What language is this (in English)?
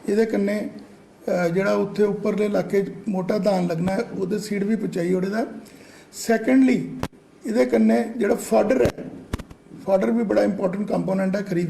Dogri